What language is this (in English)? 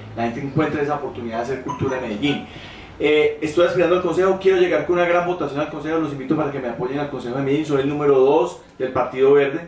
Spanish